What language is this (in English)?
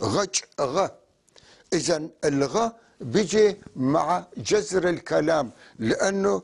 North Levantine Arabic